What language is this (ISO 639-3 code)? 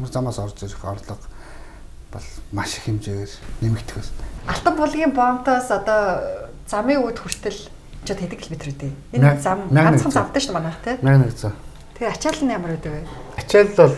mon